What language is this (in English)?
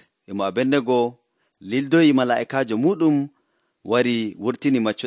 Nigerian Fulfulde